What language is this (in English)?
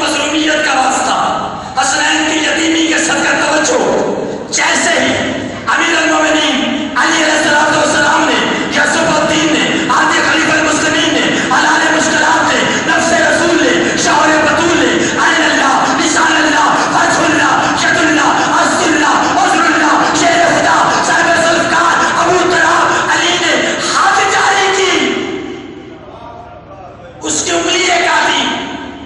Urdu